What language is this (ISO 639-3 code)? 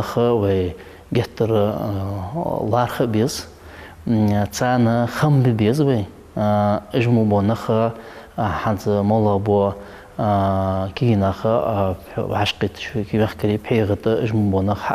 inh